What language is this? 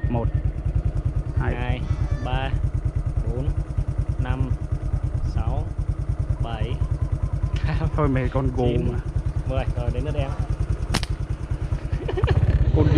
Vietnamese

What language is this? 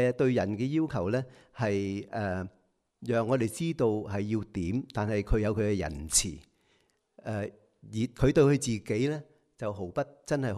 Cantonese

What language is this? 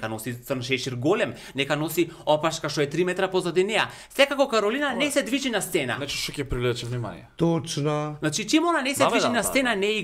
Macedonian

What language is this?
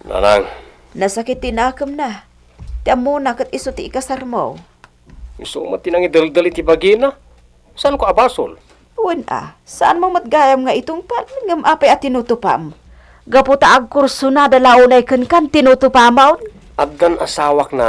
Iloko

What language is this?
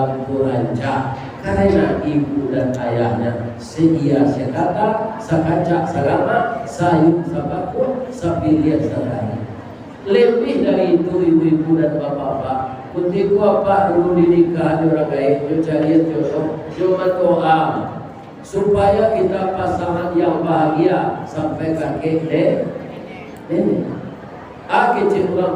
Minangkabau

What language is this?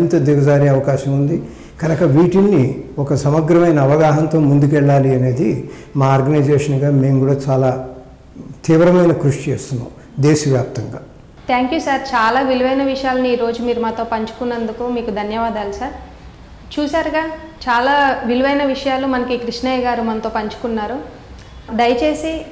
Telugu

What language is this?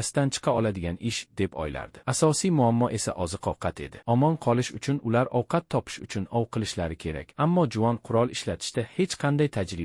Uzbek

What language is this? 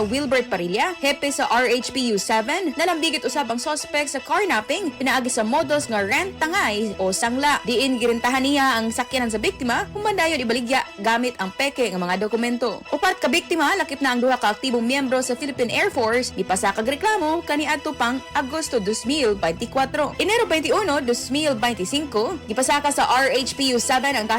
Cebuano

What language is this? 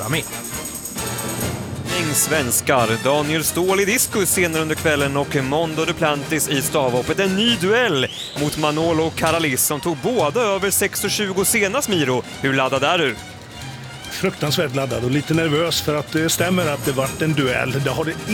Swedish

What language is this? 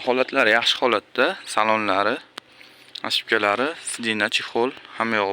Uzbek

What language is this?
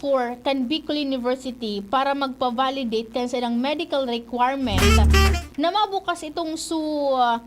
Bikol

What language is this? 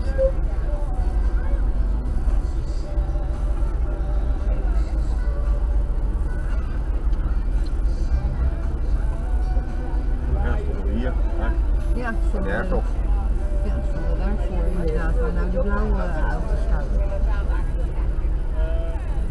Dutch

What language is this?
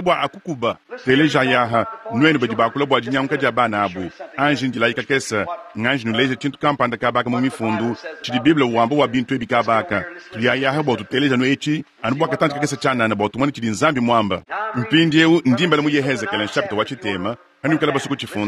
Luba-Lulua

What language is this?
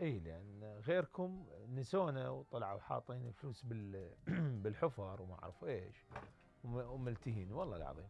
Mesopotamian Arabic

